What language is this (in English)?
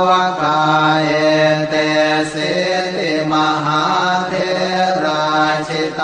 Pali